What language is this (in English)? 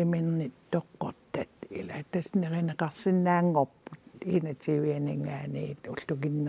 Kalaallisut